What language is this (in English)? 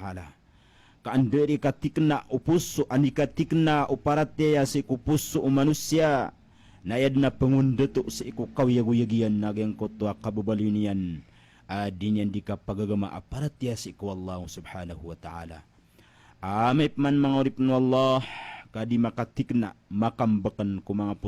Maranao